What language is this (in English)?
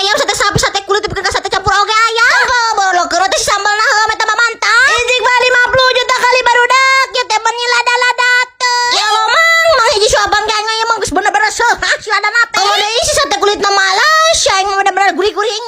Sundanese